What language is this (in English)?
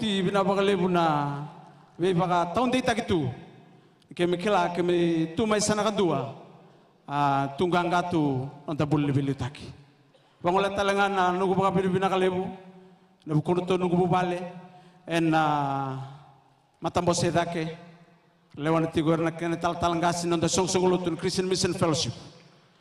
Fijian